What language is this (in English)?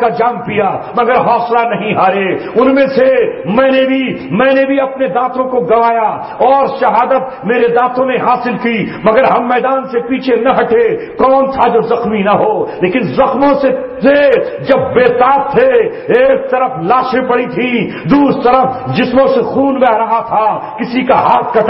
Urdu